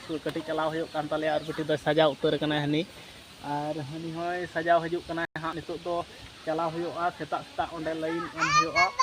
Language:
Santali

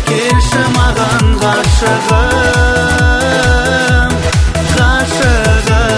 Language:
Kazakh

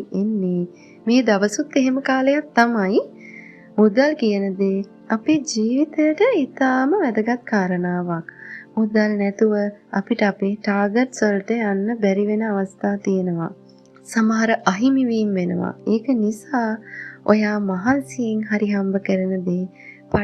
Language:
Sinhala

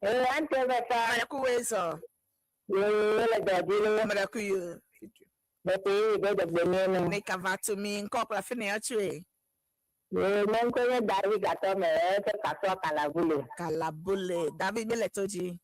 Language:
Ewe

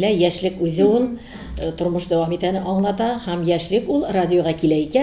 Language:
Tatar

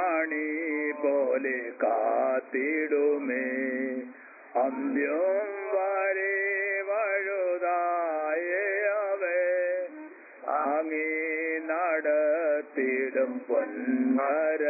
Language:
Malayalam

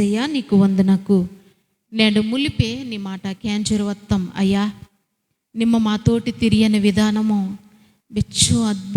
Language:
Koya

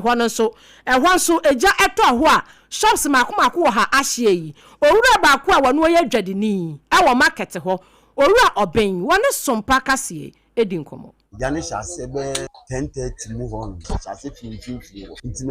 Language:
Akan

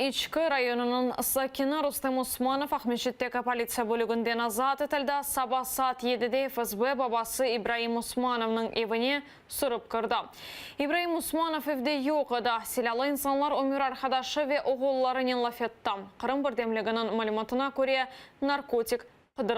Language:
Crimean Tatar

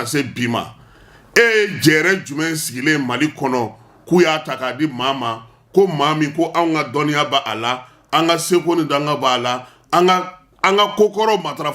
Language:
Bambara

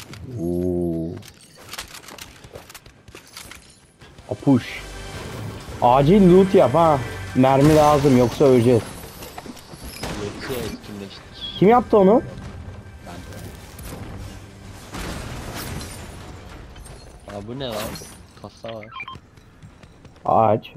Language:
Turkish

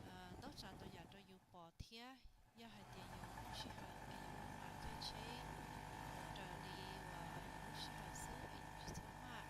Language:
Hmong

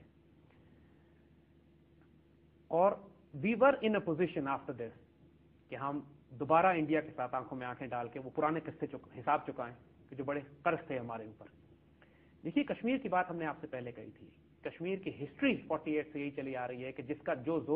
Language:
Urdu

